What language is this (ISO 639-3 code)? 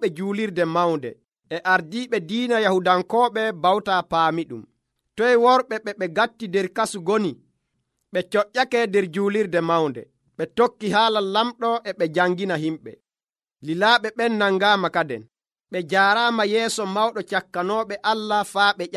fuv